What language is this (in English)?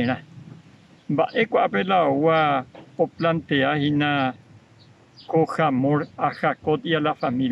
Guarani